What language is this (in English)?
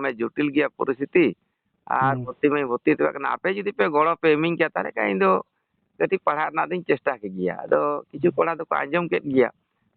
Santali